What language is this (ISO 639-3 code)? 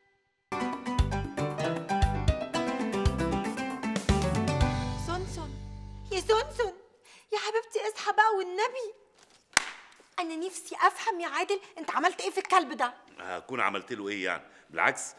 arz